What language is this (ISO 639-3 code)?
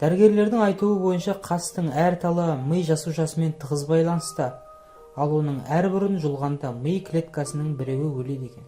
kaz